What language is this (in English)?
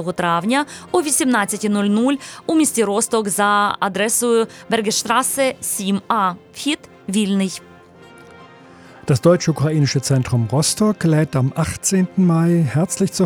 Ukrainian